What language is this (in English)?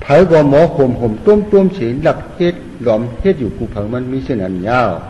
Shan